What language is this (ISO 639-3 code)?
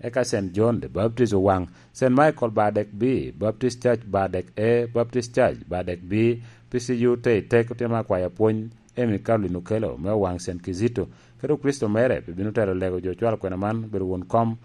laj